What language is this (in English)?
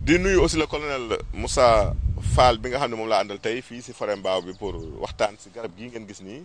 Wolof